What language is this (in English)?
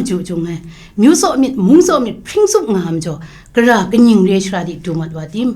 Kachin